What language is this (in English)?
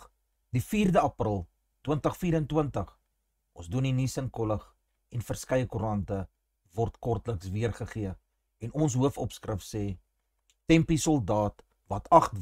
Afrikaans